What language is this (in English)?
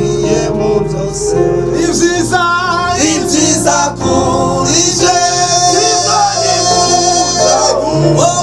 Kinyarwanda